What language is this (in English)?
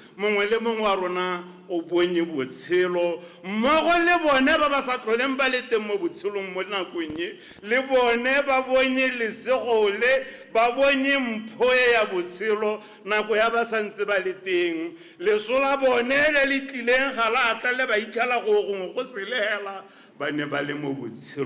Tswana